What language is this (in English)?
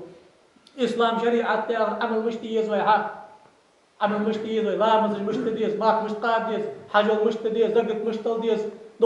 Ingush